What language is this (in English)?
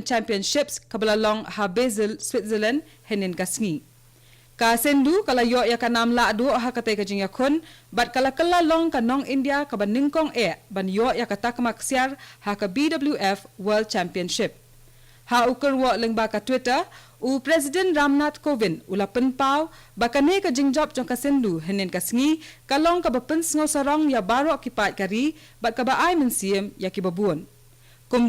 Khasi